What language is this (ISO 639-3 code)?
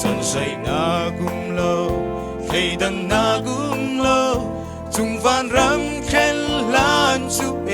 cfm